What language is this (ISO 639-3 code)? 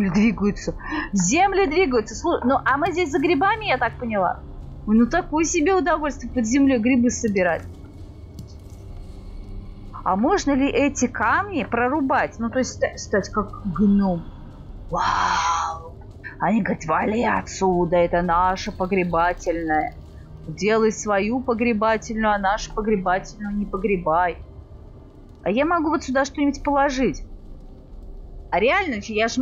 rus